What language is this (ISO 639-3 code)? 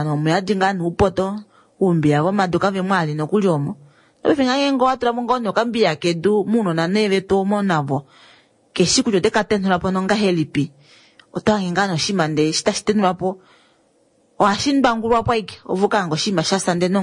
kua